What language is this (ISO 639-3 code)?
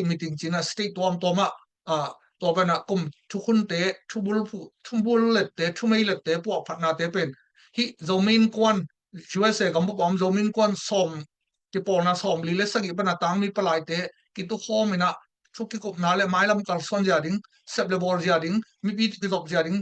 ctd